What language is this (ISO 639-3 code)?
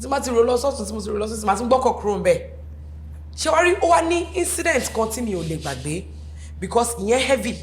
yor